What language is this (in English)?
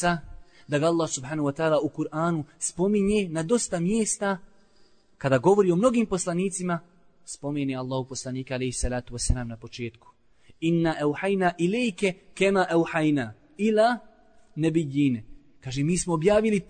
Bosnian